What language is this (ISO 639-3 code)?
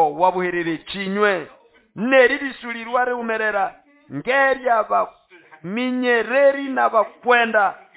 nnb